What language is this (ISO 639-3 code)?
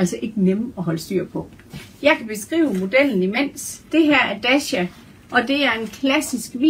dan